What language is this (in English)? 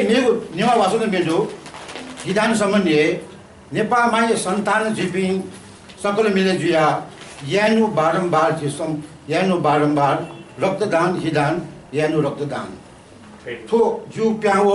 Newari